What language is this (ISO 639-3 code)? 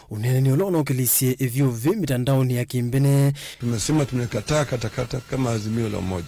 kam